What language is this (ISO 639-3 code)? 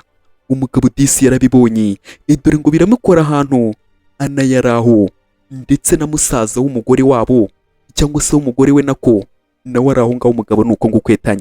kin